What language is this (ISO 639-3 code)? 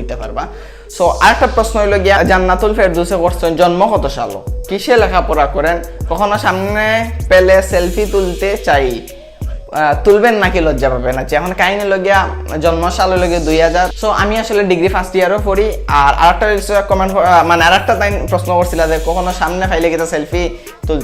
syl